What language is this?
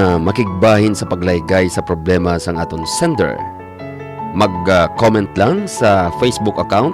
Hiligaynon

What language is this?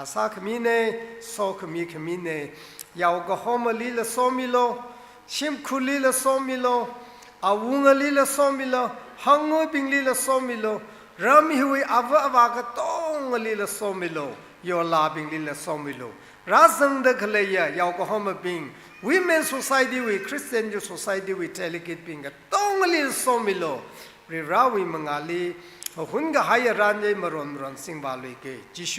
Tangkhul Naga (India)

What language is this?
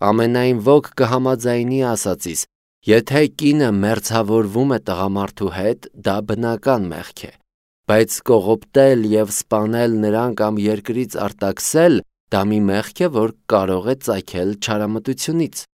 Armenian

